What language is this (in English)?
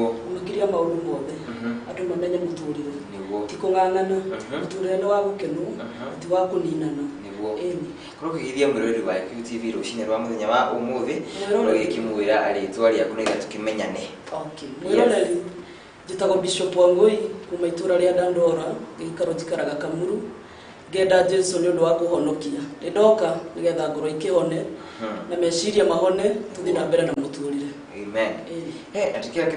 Kikuyu